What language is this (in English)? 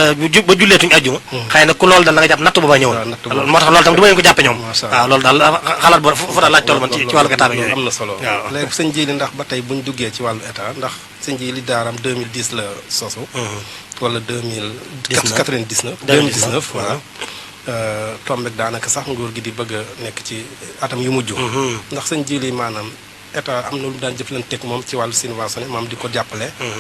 Wolof